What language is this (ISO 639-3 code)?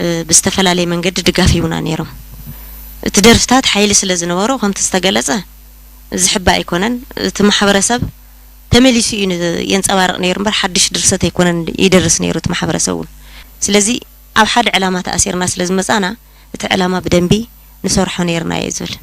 tir